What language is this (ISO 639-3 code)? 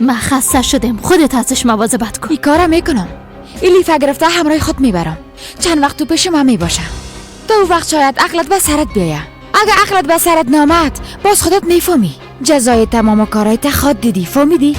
fas